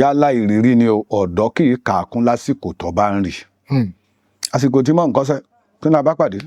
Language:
Yoruba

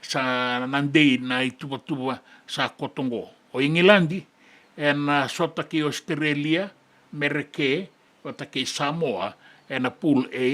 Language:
Fijian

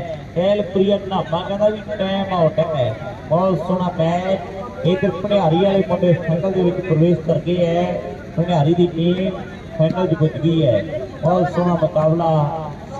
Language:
Punjabi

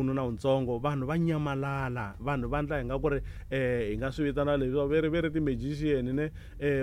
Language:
Tsonga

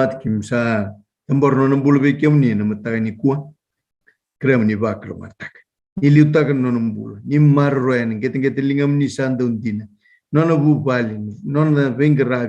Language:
Fijian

